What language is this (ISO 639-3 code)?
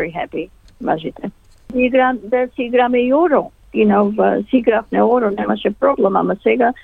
mkd